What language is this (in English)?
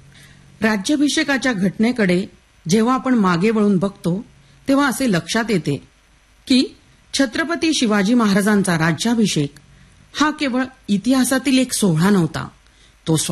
Marathi